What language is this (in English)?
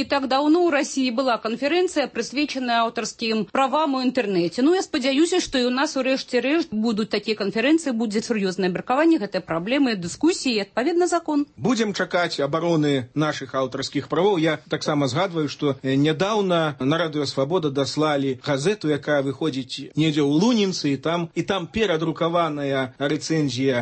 Belarusian